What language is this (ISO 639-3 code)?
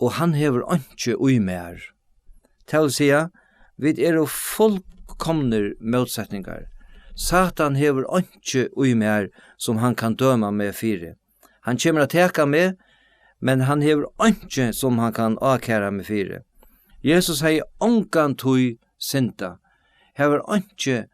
fao